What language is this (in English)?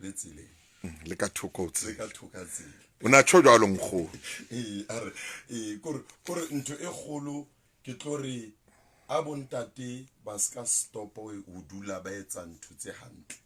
Southern Sotho